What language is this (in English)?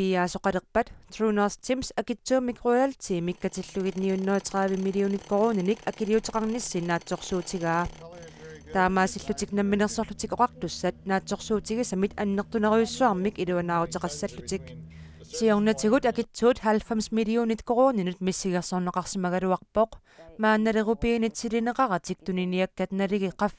Kalaallisut